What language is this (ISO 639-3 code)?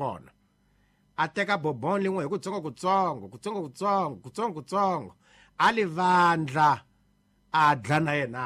tso